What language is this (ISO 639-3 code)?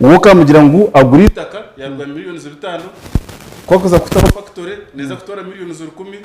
nyn